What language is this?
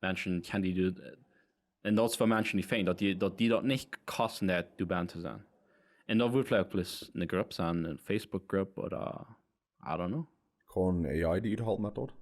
Plautdietsch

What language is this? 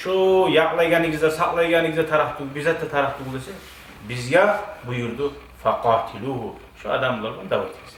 Kumyk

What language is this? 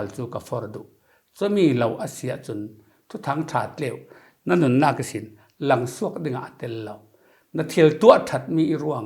Falam Chin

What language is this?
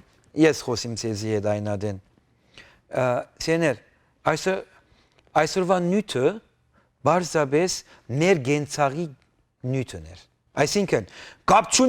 Western Armenian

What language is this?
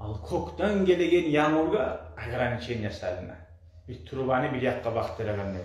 Kumyk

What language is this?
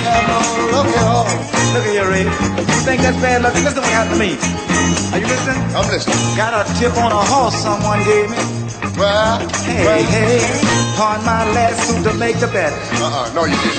English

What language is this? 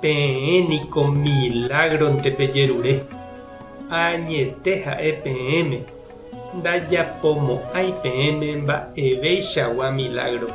Guarani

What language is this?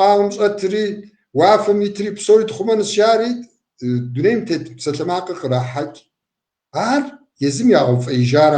Kabardian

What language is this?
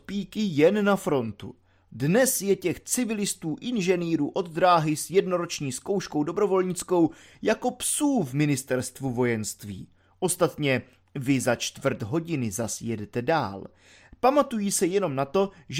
Czech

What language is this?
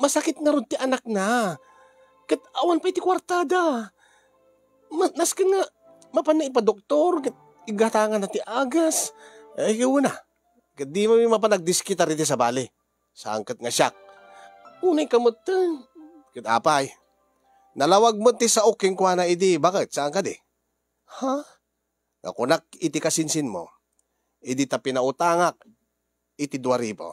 Iloko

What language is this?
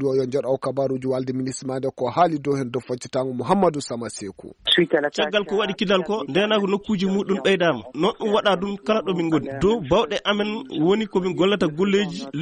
Fula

